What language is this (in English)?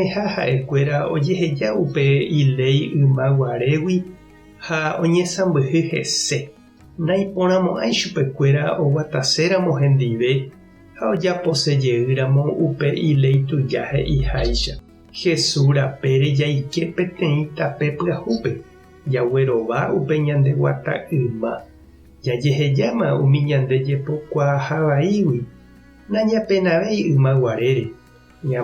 Guarani